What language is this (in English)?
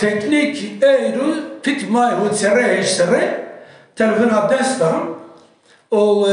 Kurdish